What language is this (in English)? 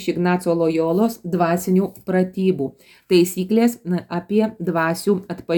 Lithuanian